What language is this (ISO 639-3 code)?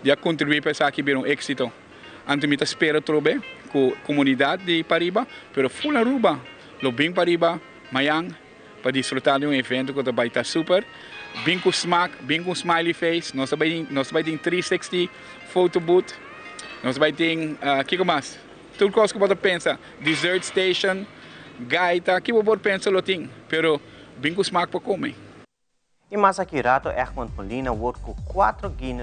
pap